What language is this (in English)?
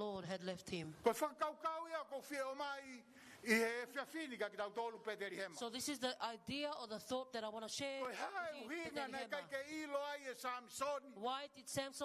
Tongan